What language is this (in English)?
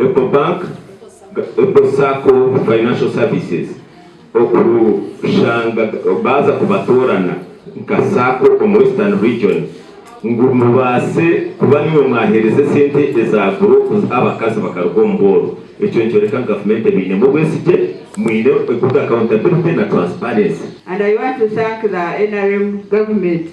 Nyankole